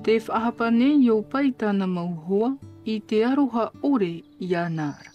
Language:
Tahitian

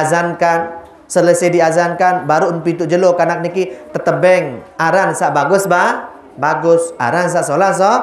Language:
Sasak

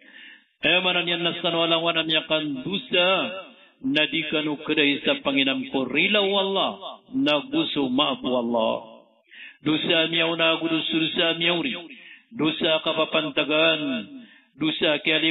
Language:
Maranao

